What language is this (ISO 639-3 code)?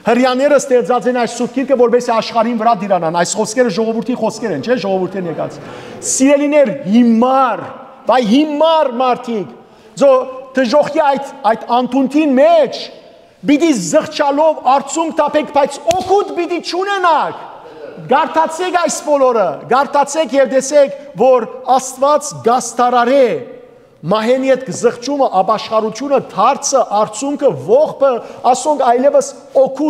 hyw